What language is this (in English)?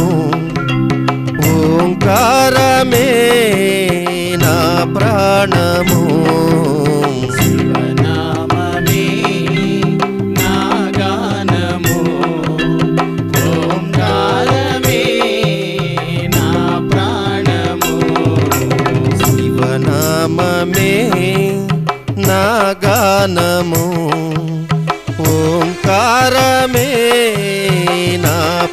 Telugu